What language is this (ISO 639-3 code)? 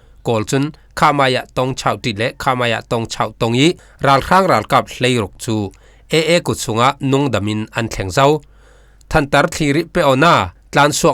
cfm